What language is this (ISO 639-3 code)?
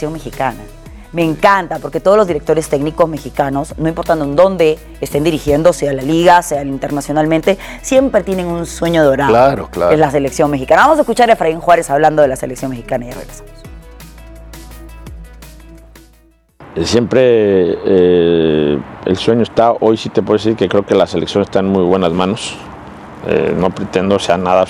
spa